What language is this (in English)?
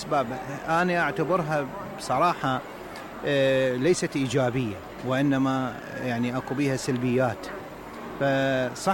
Mesopotamian Arabic